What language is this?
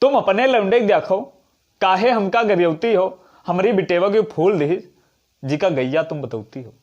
Awadhi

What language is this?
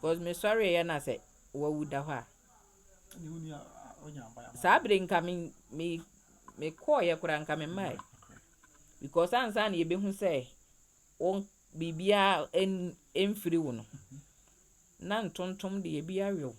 Akan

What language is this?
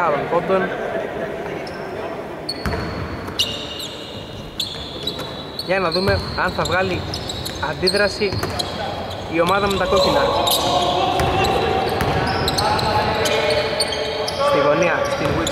Greek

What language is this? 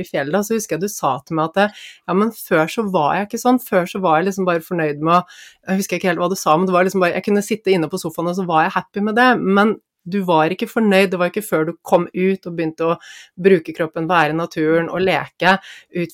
Norwegian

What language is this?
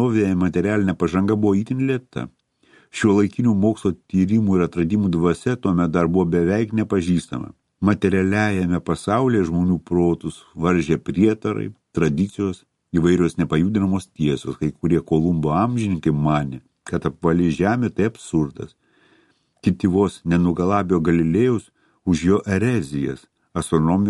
Lithuanian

